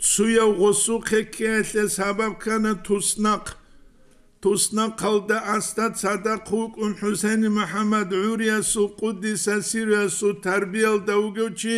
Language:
Avaric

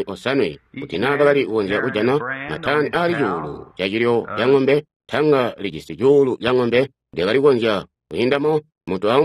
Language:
Tonga (Zambia)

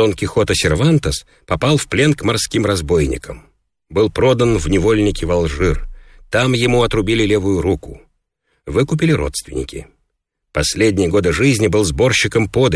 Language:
Russian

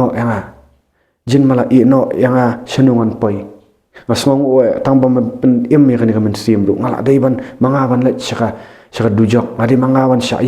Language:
Khasi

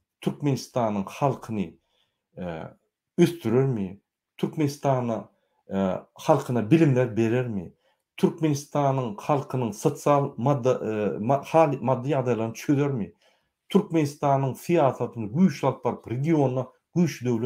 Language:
Turkmen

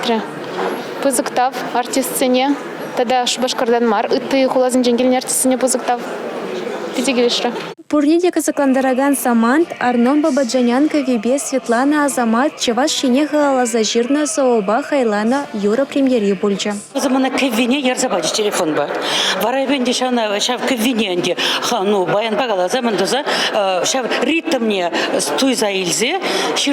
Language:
Chuvash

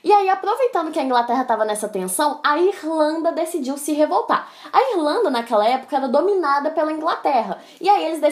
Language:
Portuguese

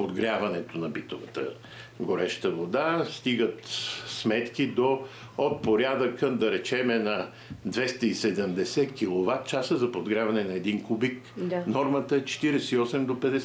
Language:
Bulgarian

